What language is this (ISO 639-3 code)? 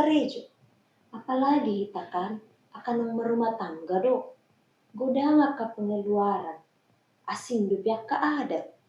bbc